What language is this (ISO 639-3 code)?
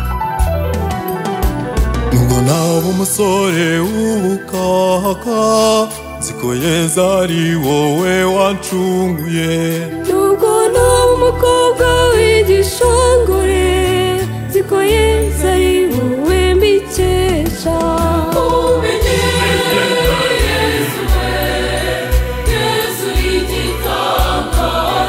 kin